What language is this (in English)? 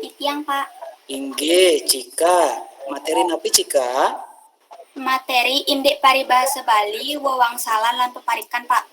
Balinese